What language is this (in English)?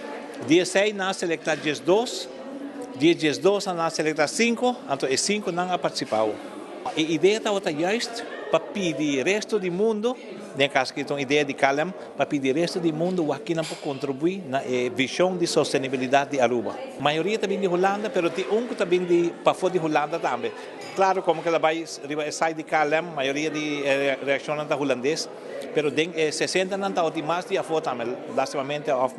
Papiamento